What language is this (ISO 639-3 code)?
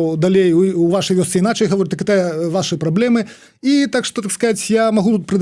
bel